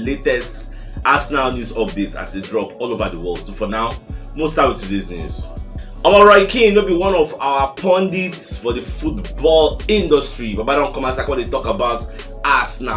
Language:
Nigerian Pidgin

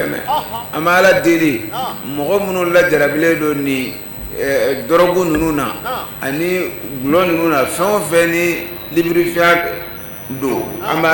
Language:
Bambara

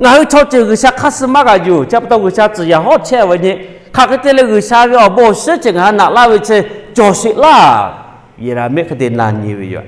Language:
Lahu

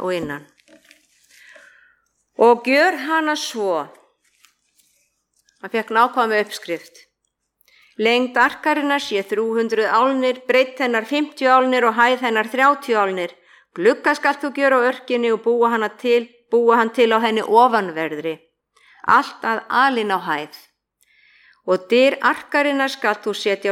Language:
Icelandic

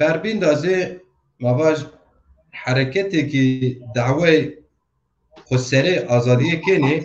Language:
Zaza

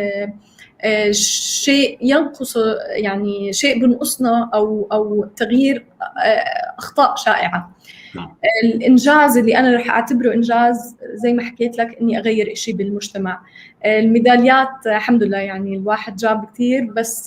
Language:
North Levantine Arabic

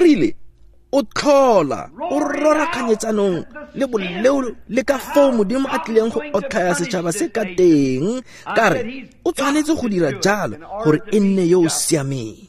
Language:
Tswana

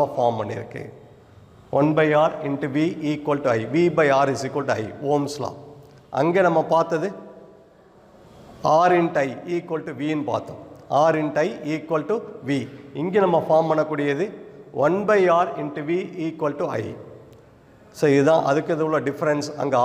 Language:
Tamil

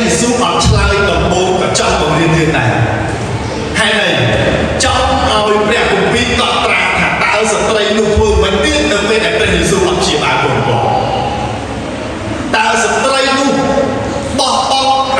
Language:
Khmer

